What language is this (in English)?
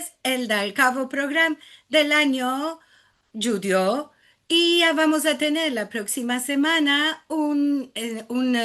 Ladino